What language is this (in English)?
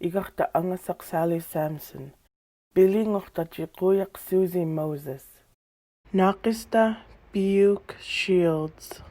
Central Yupik